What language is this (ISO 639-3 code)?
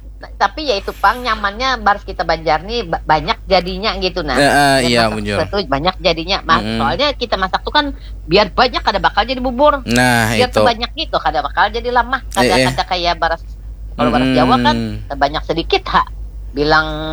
bjn